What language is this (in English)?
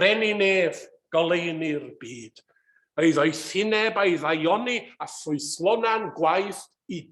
Welsh